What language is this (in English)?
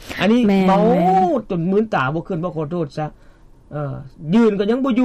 Lao